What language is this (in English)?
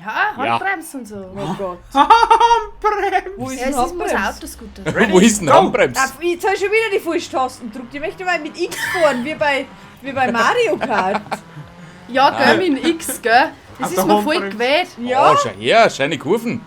Bavarian